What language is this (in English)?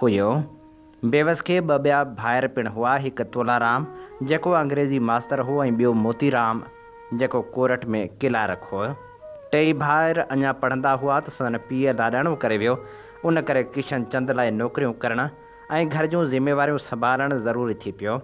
Sindhi